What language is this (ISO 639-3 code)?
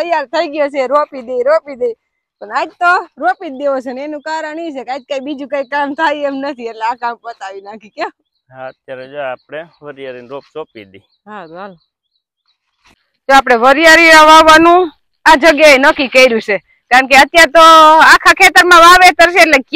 guj